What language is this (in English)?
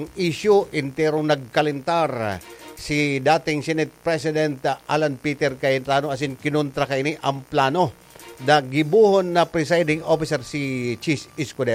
Bikol